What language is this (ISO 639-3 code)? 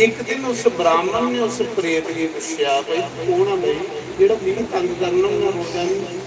doi